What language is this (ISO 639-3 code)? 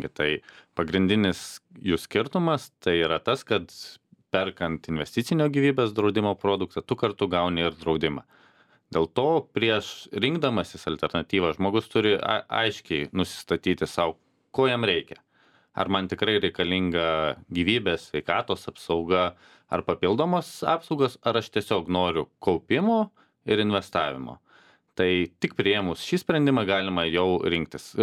lit